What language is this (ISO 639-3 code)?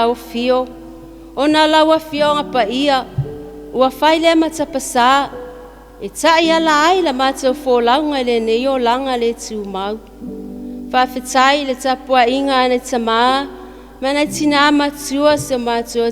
smo